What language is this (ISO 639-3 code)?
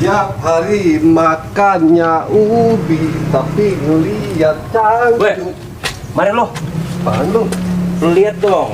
bew